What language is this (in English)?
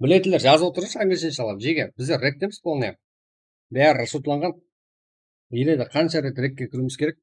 Kara-Kalpak